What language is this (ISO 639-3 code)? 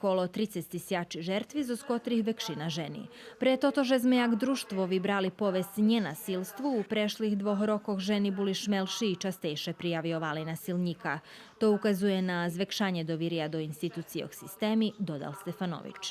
rue